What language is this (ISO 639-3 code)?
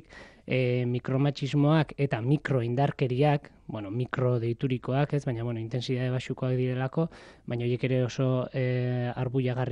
eus